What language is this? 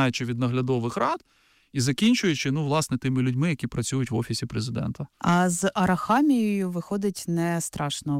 Ukrainian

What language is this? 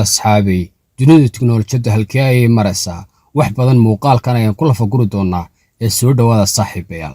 Somali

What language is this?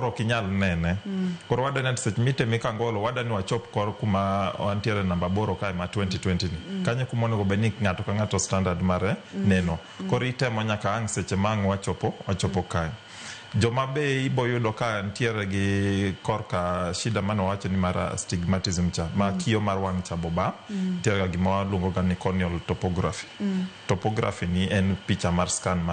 Luo (Kenya and Tanzania)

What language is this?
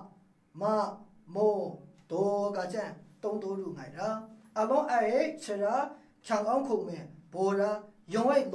Maru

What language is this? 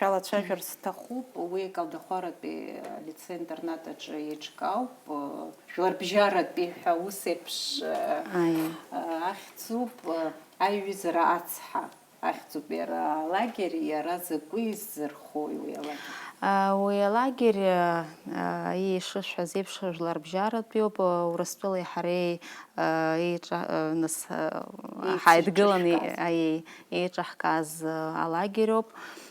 Abkhazian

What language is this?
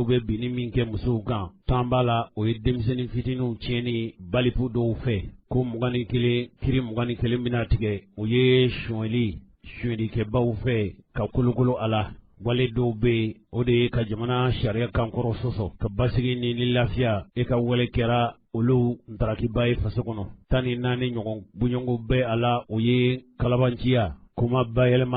Bambara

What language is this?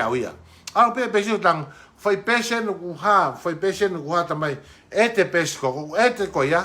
Tongan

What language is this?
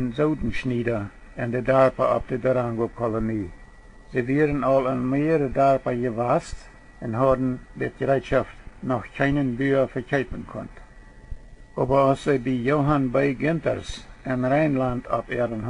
Plautdietsch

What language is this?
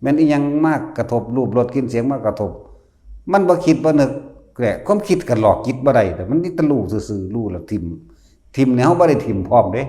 Northeastern Thai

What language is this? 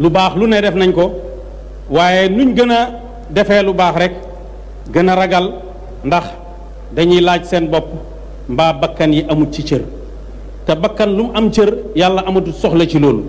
Wolof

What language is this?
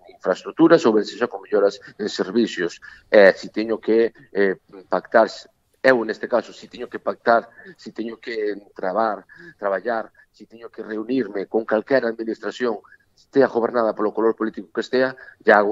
Galician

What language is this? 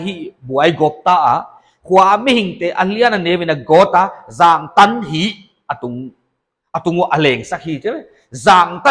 Paite Chin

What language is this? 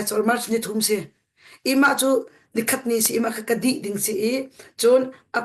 Hakha Chin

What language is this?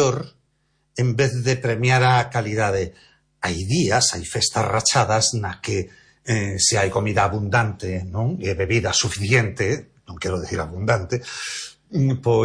Galician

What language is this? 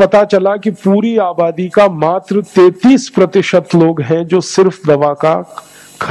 Hindi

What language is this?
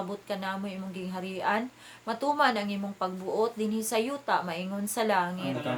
Cebuano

